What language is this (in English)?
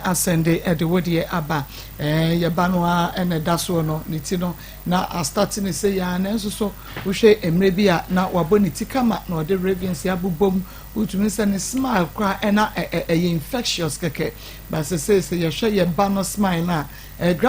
Akan